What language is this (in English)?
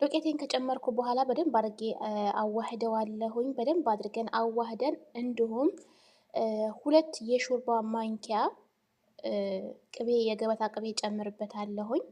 Amharic